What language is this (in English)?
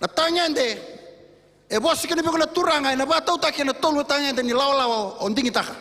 Fijian